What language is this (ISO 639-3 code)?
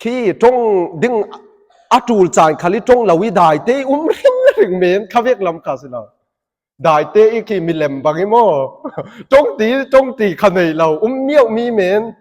cfm